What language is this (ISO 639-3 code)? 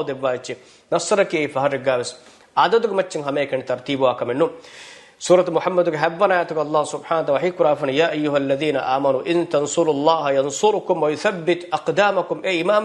div